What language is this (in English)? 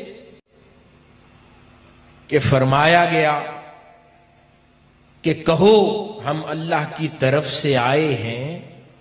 Urdu